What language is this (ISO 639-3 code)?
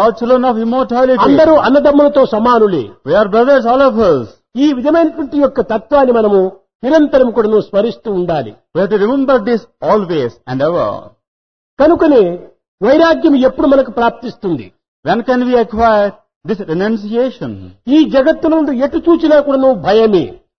tel